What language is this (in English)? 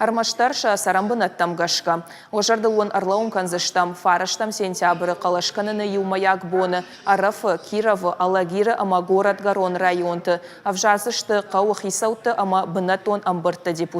Ossetic